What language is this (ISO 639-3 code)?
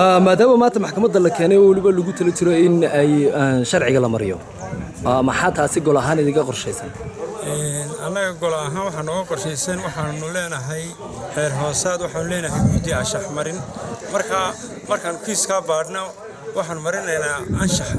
som